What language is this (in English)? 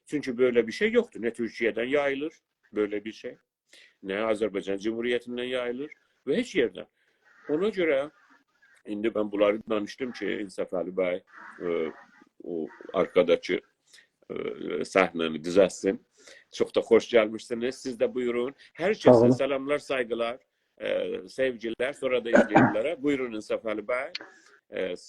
South Azerbaijani